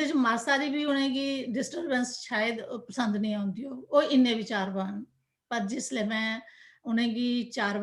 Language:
Dogri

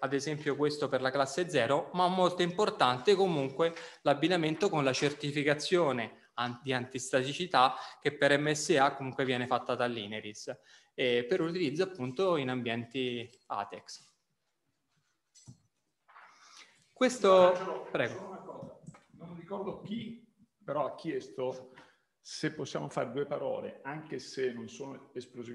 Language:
Italian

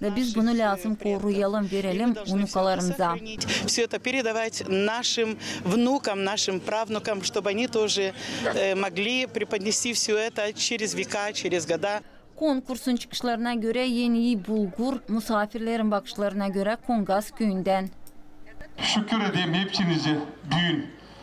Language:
Gagauz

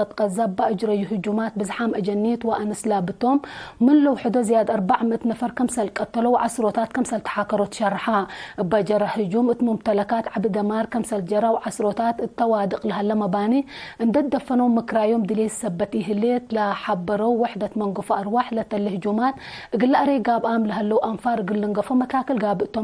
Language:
Tigre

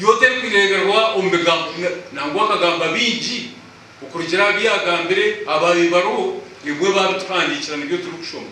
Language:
Nyankole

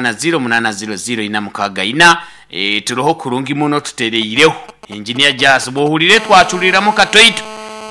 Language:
Nyankole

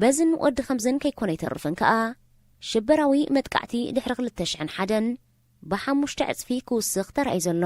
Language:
Tigrinya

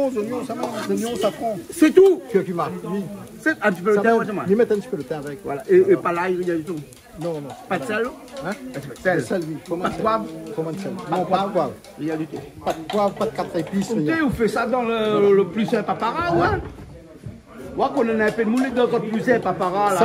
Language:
Réunion Creole French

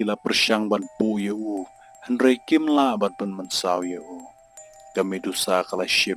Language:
Khasi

